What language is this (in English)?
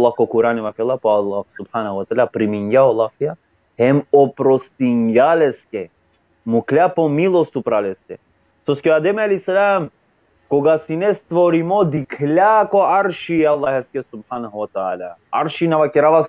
Balkan Romani